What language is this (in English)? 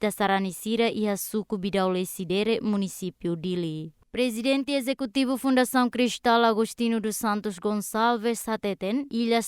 Tetum